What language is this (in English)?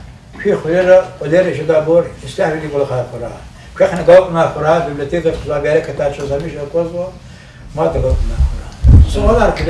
Lezghian